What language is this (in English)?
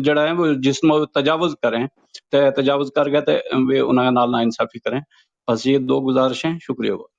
Gujari